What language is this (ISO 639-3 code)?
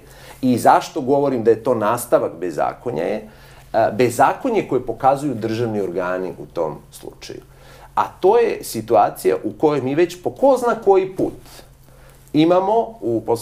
srp